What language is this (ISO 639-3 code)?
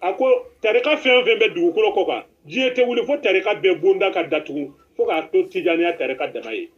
bam